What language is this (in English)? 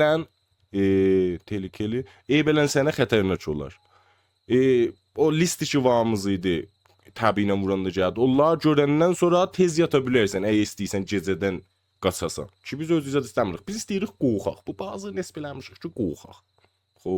South Azerbaijani